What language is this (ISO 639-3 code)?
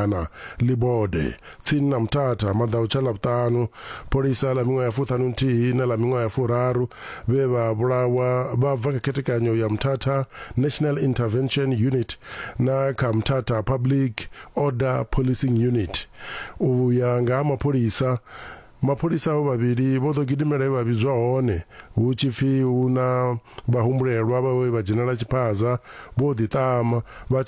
ven